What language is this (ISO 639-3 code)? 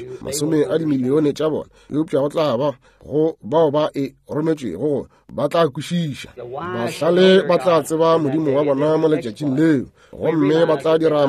nso